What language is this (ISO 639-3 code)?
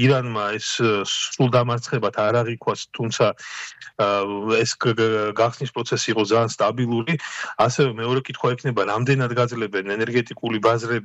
kat